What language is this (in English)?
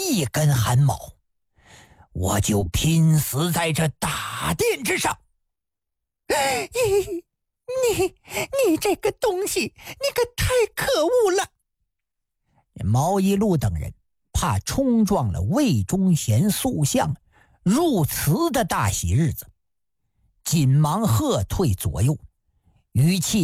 Chinese